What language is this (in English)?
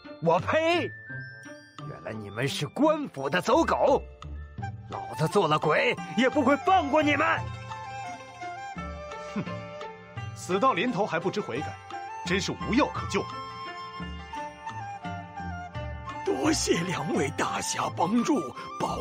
Chinese